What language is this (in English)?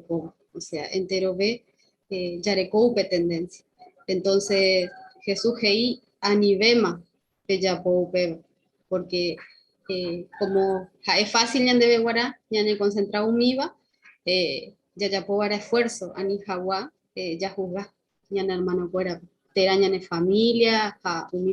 Guarani